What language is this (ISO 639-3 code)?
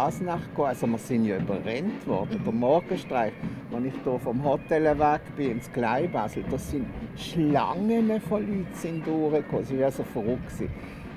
gsw